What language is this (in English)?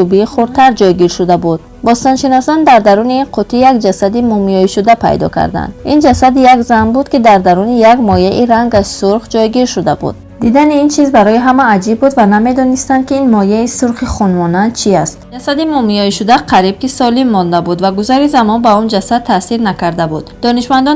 Tajik